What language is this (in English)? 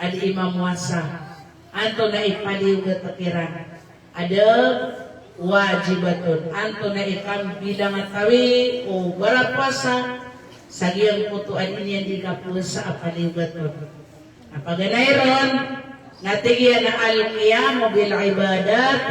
Maranao